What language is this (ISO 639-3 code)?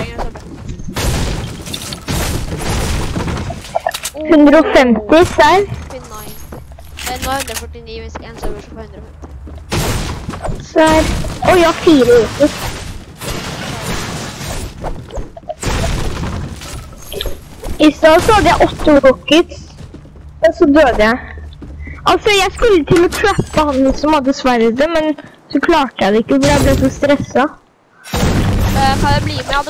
nor